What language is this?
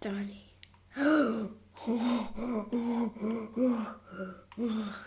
Welsh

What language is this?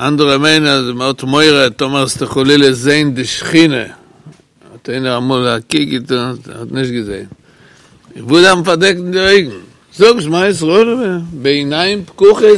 Yiddish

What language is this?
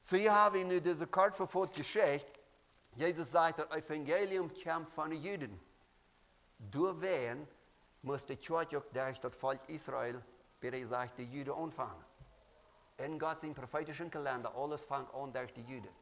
Plautdietsch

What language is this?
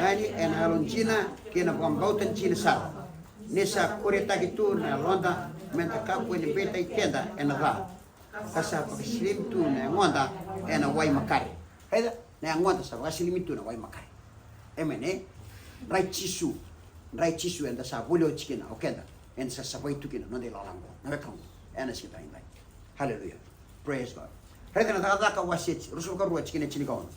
Fijian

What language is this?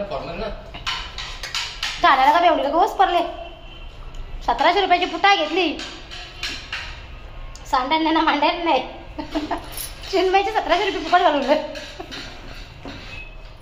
Marathi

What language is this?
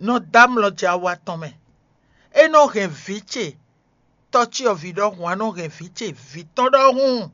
Fon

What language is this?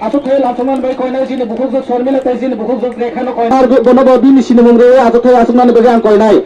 Kok Borok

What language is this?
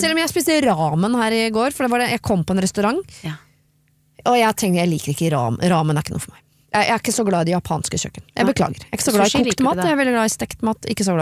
Norwegian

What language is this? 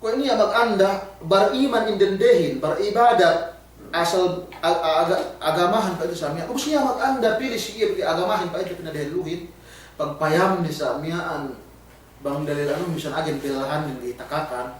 Yakan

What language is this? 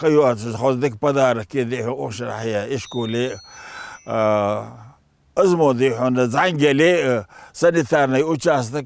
Ingush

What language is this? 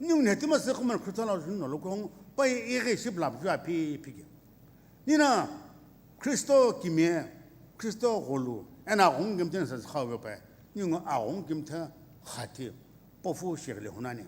Sumi Naga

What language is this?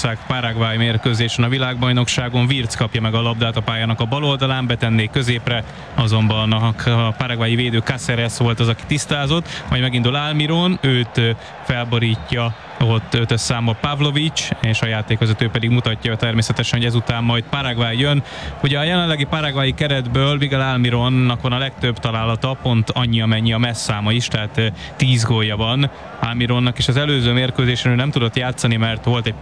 Hungarian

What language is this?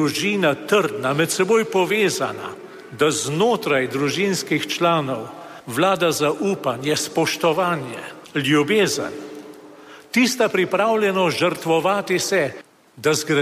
Slovenian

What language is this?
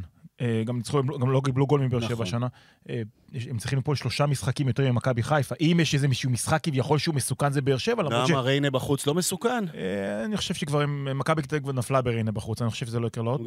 Hebrew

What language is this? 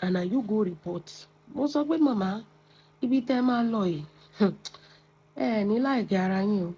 Yoruba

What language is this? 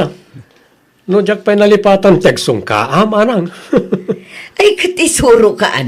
Iloko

